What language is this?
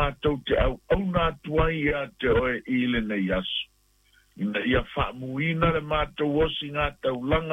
Samoan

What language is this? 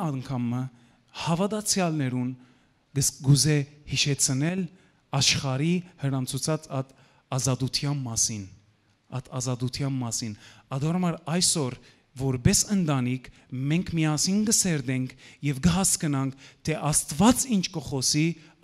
Western Armenian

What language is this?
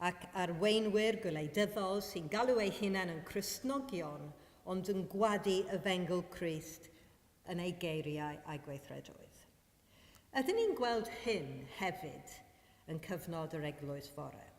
Welsh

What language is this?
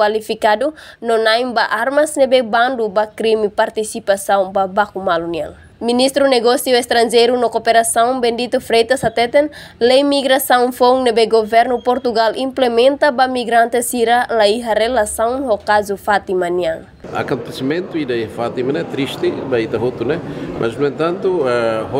Tetum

